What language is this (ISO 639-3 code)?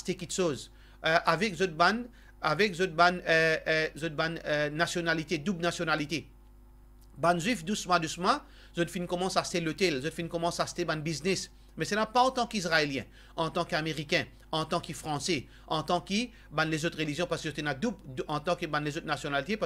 mfe